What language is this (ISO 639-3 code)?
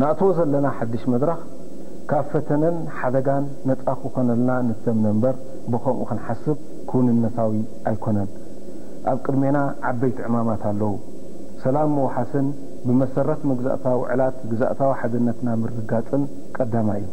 tir